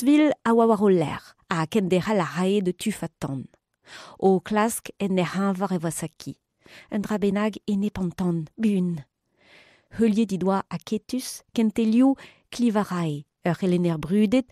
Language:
Breton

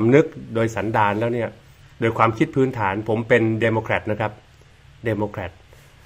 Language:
Thai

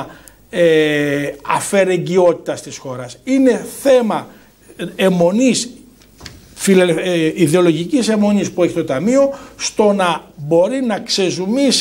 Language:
Greek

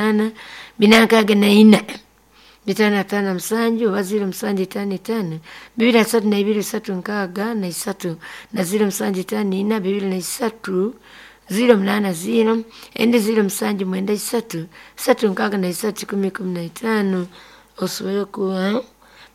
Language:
Nyoro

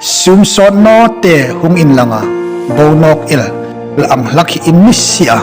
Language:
Hmar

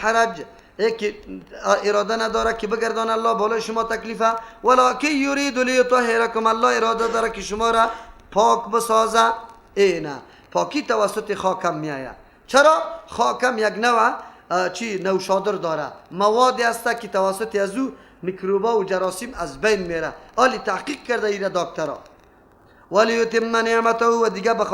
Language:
Persian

